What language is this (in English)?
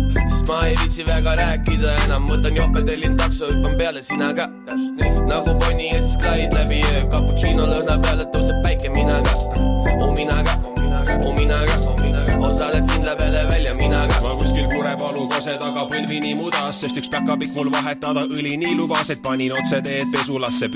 Estonian